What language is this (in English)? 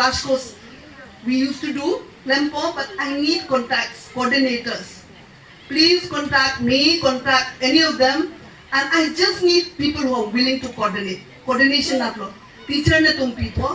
Karbi